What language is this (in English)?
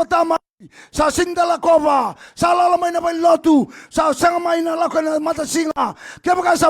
Fijian